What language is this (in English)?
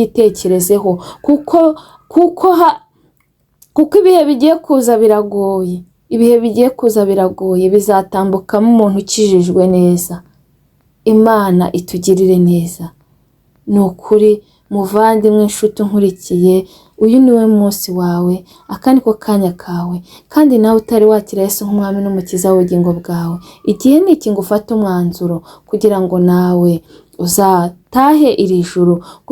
Kinyarwanda